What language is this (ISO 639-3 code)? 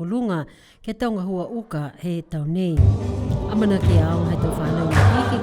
niu